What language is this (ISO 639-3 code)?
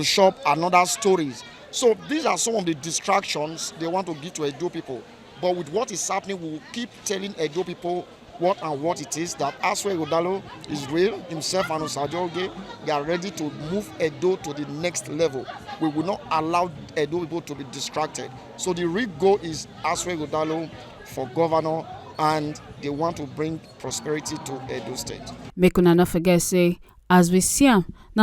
pcm